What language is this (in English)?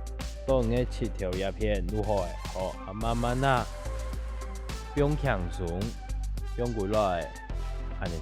Hakka Chinese